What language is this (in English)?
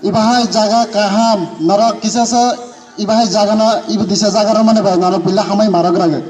Kok Borok